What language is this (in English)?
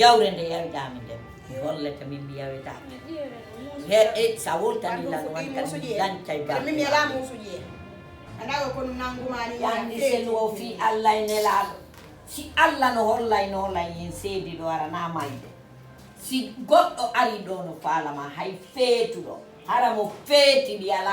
Fula